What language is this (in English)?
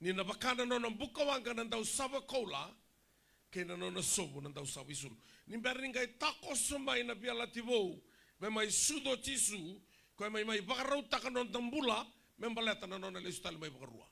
Fijian